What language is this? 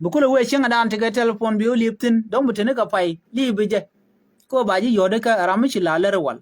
Nuer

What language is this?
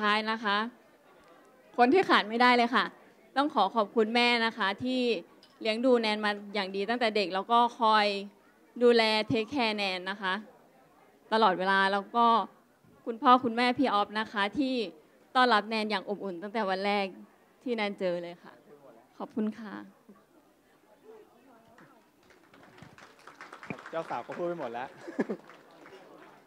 Thai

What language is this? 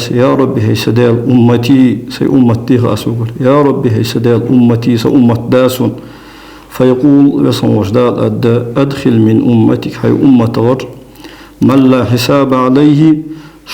Ingush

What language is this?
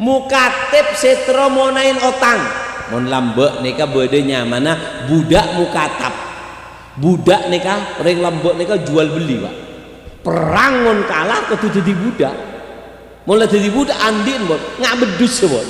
Madurese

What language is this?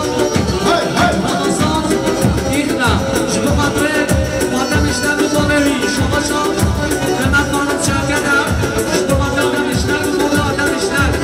Kurdish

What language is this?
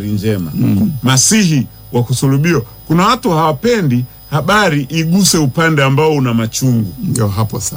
Swahili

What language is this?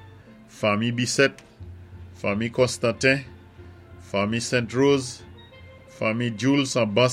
Saint Lucian Creole French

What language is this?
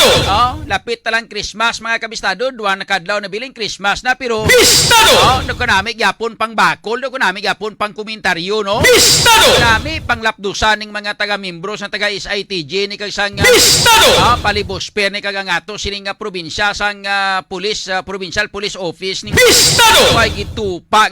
Hiligaynon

